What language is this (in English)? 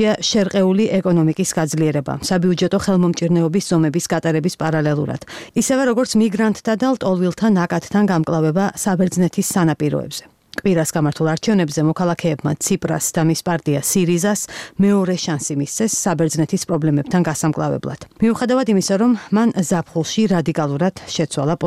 Georgian